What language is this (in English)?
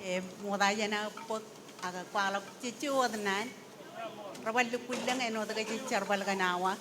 Marshallese